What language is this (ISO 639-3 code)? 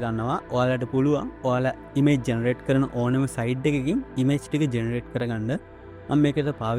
sin